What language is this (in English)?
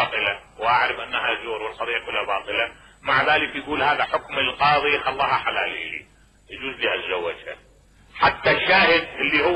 Mesopotamian Arabic